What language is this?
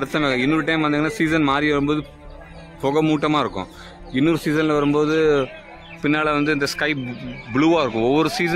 Tamil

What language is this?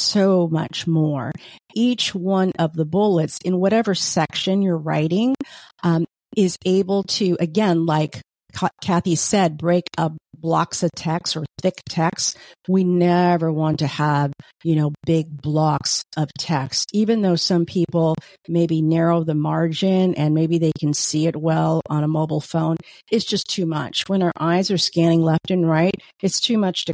English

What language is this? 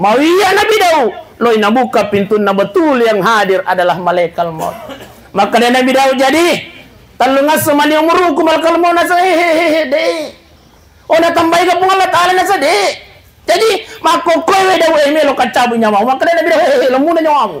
Buginese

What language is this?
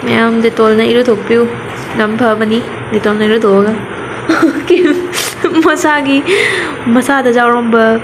Manipuri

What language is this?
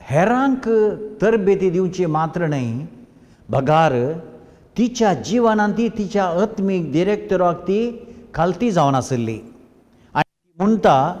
Konkani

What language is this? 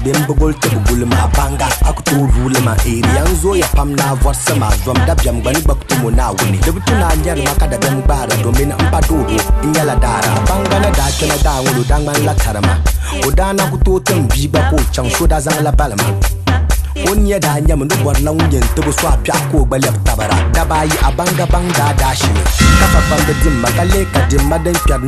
Dagbani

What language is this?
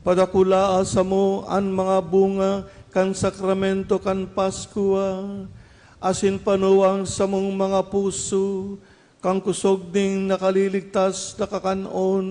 Bikol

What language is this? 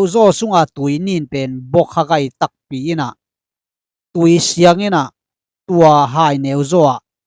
Tedim Chin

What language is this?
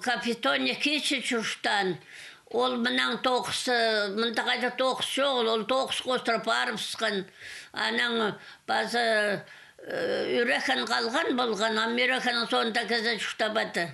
Khakas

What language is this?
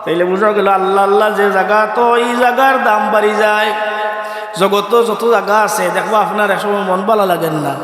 Sylheti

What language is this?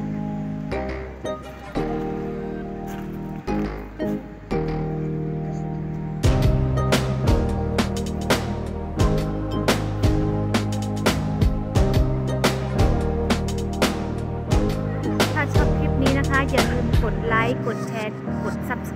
Thai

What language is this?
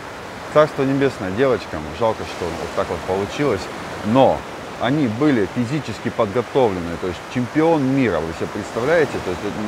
Russian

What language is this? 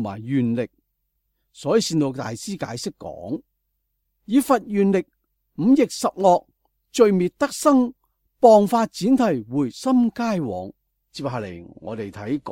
Cantonese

